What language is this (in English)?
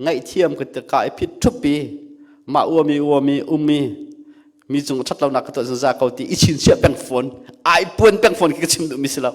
Hakha Chin